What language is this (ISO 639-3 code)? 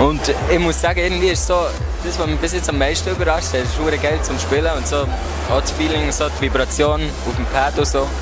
gsw